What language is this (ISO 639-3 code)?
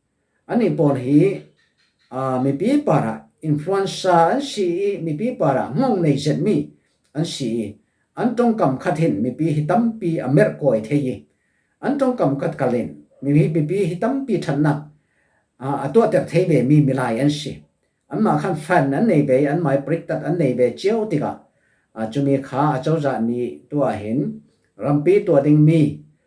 cfm